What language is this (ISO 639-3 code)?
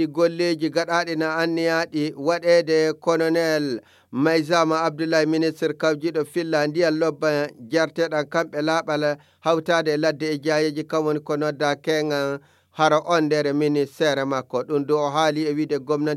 fuv